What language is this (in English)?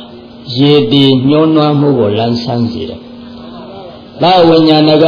Burmese